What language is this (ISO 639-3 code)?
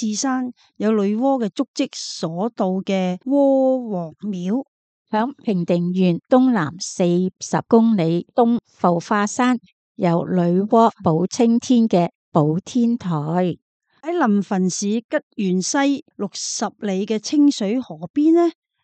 yue